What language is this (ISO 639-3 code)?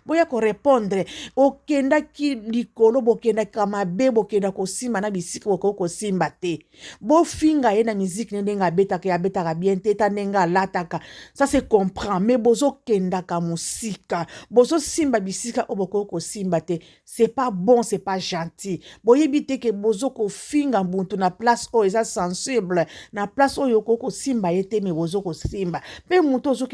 lin